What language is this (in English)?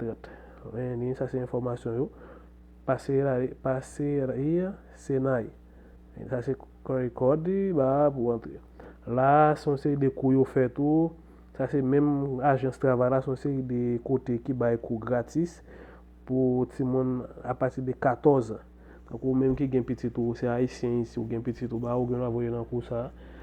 Haitian Creole